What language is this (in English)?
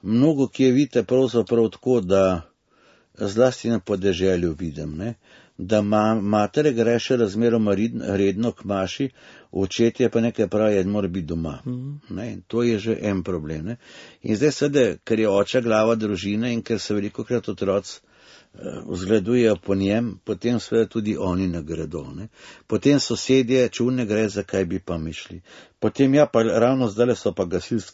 Slovenian